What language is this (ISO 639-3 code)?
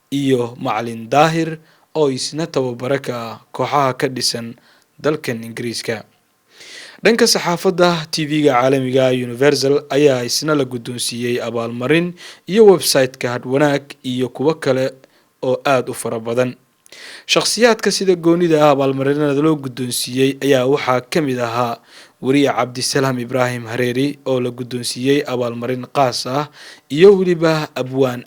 som